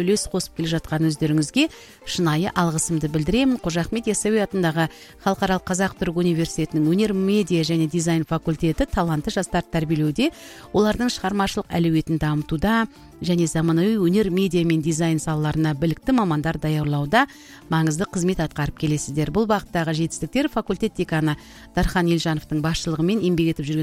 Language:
Kazakh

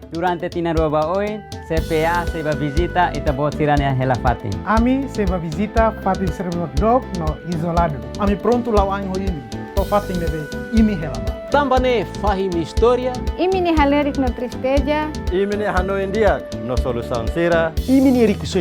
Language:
Tetum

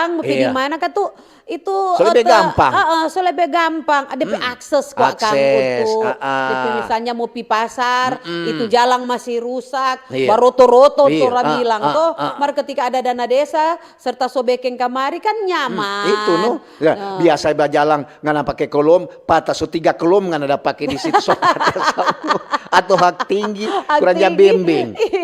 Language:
Manado Malay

